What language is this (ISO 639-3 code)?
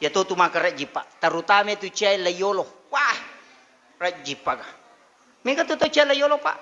bug